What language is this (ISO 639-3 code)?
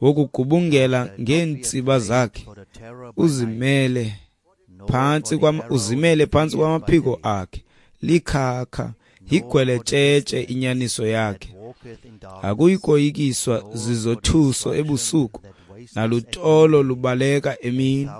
xho